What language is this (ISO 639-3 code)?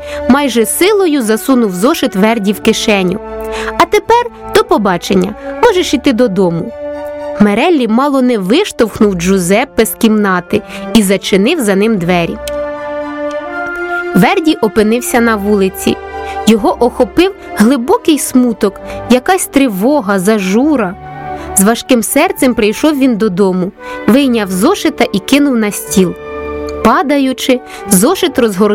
ukr